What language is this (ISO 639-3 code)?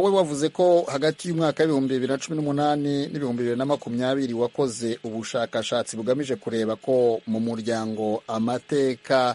kin